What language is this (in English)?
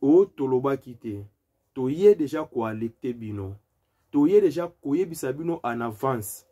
Lingala